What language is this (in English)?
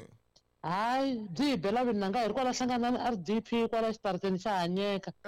Tsonga